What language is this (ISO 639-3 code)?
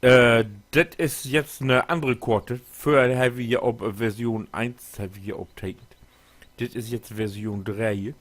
nds